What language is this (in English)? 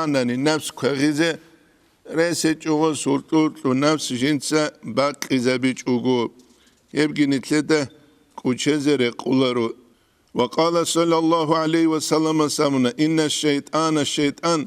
Avaric